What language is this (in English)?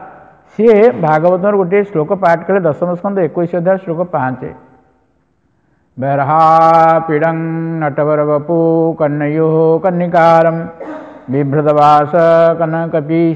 Odia